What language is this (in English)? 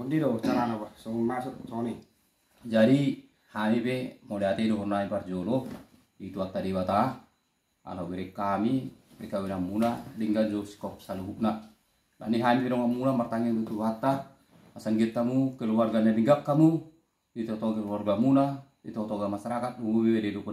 Batak Toba